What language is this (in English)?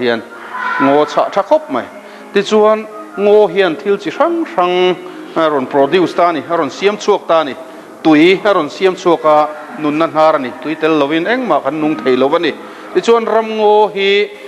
Mizo